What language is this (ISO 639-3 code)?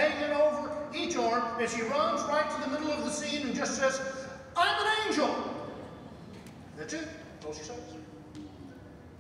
eng